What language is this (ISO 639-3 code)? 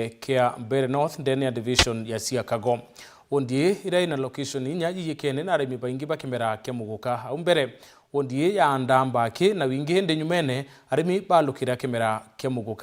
mer